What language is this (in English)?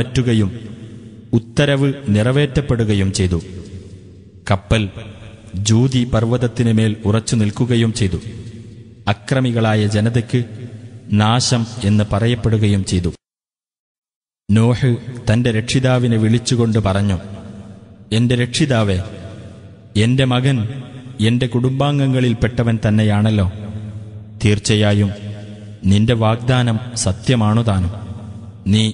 Malayalam